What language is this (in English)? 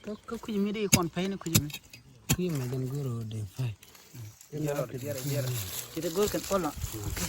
Nuer